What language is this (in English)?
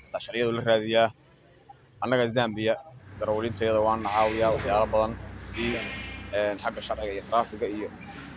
Somali